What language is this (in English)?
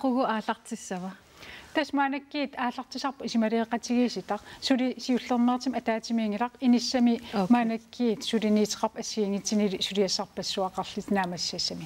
Kalaallisut